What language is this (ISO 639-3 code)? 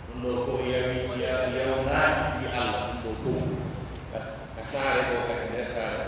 fuf